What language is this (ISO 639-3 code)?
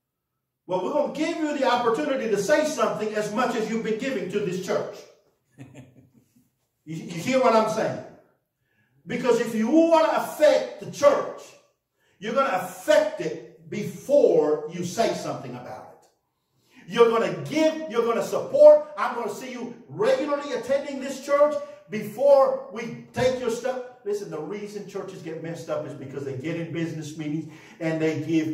eng